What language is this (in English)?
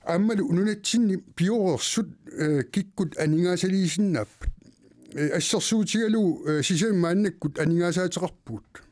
Kalaallisut